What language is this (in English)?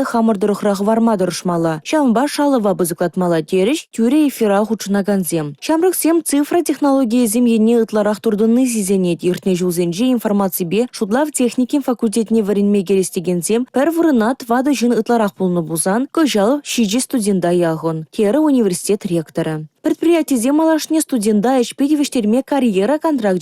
Chuvash